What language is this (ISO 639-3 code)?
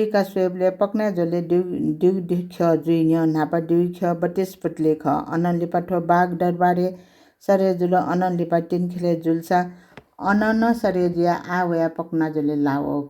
new